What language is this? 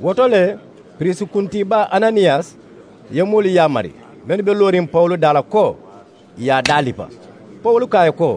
Mandingo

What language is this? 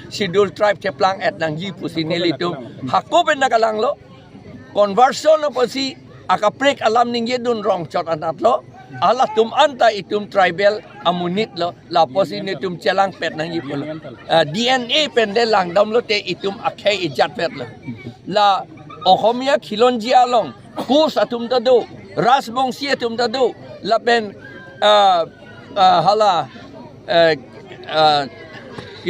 Karbi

